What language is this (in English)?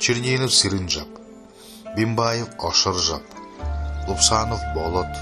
Buriat